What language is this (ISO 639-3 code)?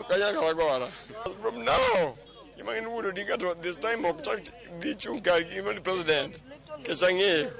luo